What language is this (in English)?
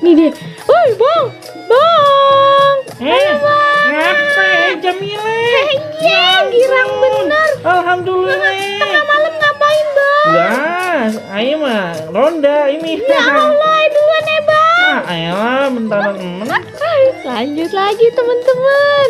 Betawi